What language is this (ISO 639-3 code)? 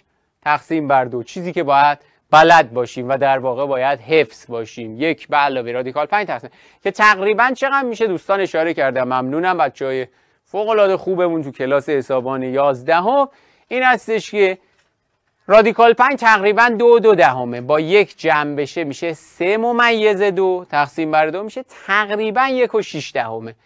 fas